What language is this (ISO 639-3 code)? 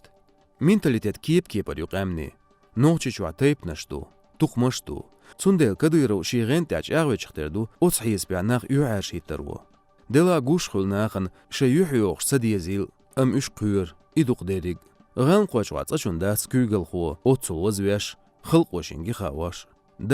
che